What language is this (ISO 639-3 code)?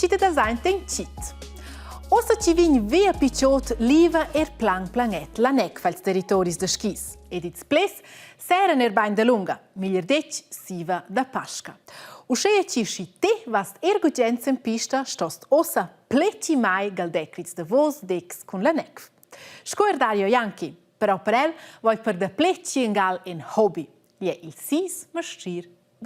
roh